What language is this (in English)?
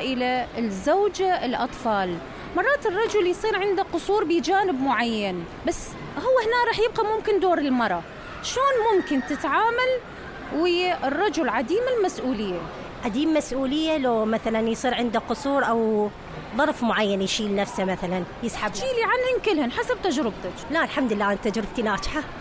Mesopotamian Arabic